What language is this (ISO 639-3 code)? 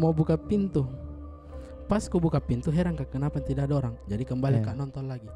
mfp